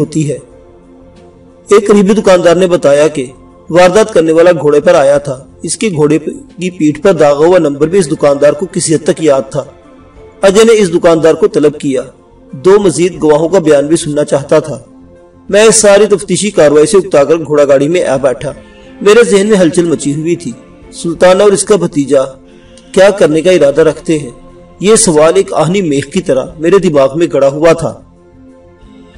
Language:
Urdu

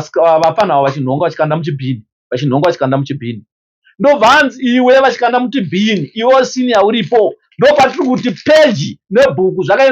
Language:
Shona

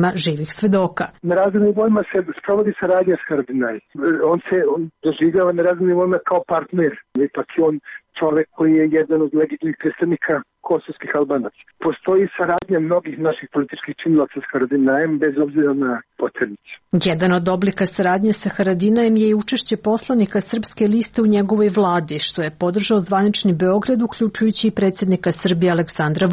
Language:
Serbian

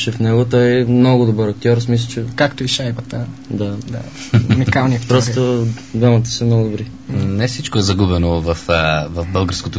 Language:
Bulgarian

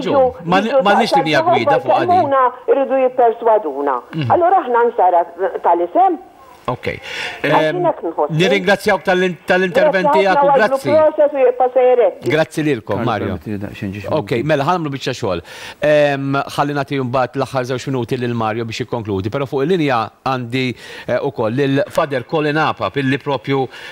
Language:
Maltese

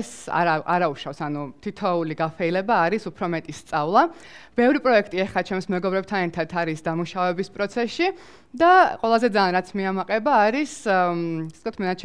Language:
Georgian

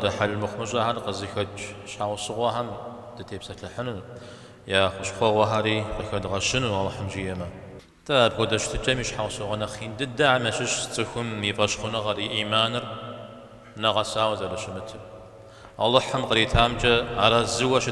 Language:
Kabardian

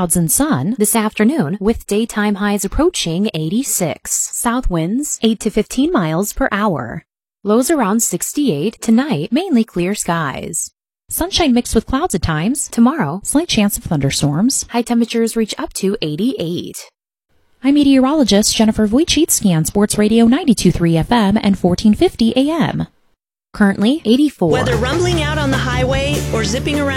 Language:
English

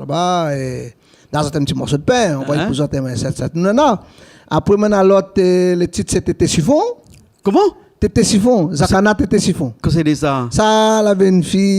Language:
Réunion Creole French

